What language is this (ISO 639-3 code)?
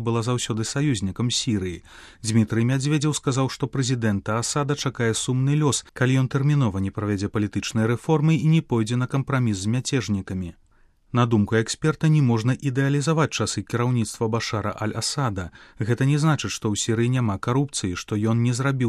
bel